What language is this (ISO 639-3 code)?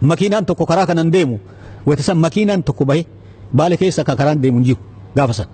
orm